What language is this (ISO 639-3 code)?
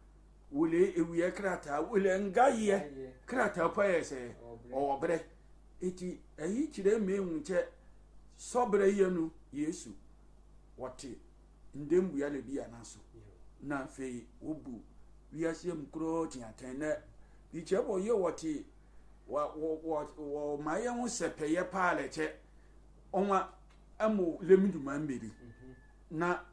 sfw